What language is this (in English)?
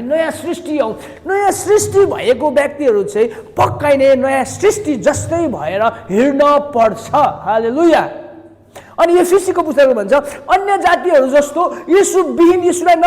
Nepali